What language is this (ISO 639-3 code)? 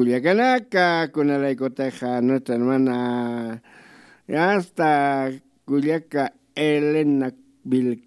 aym